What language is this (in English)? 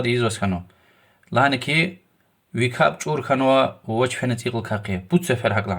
Lezghian